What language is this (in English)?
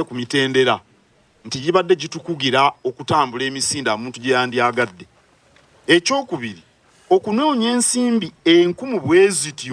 Ganda